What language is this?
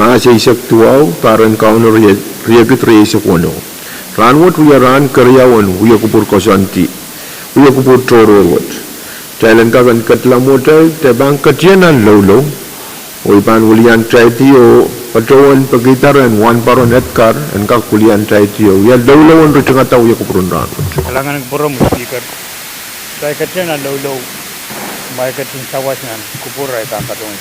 Pohnpeian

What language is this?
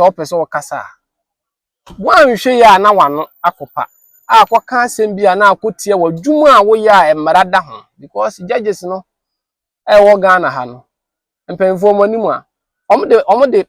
Akan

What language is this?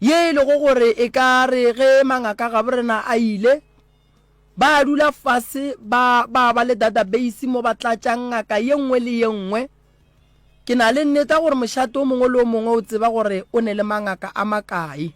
Northern Sotho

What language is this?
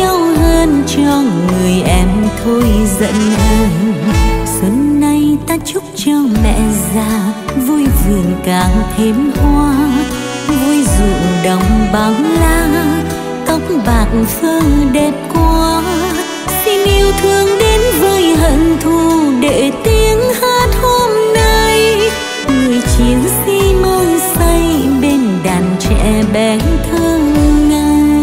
Vietnamese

